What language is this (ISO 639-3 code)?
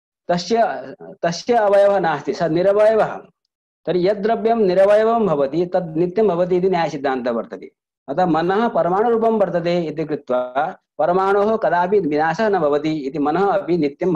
san